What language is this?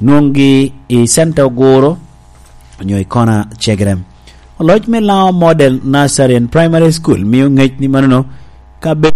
Lango (Uganda)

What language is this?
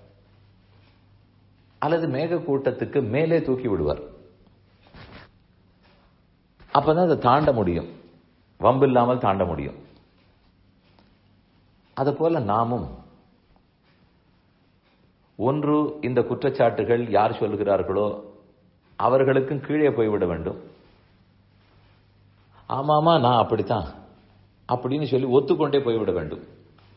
Tamil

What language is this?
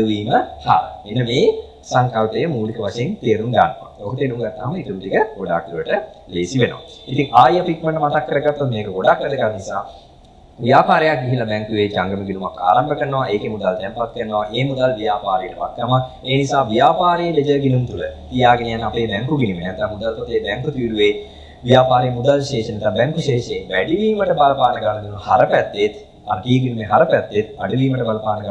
Sinhala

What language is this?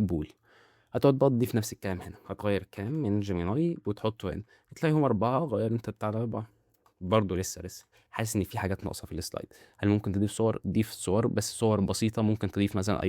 Egyptian Arabic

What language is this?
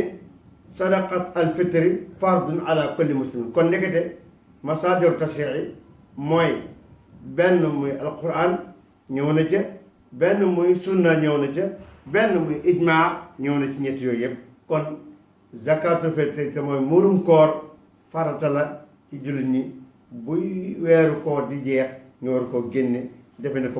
Wolof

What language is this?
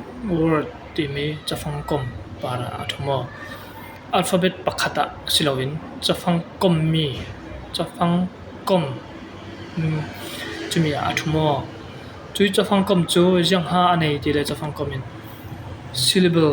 Falam Chin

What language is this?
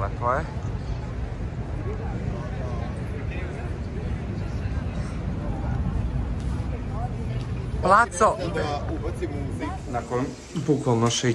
Serbian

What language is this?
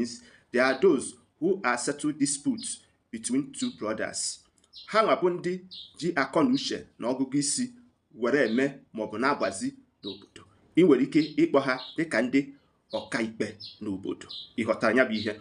Igbo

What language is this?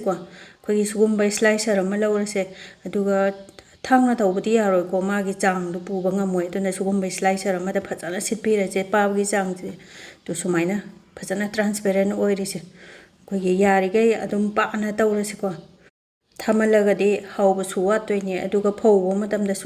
Manipuri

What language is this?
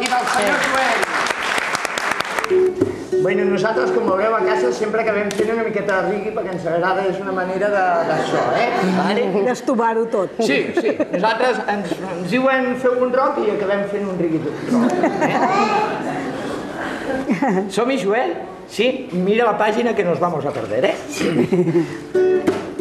Catalan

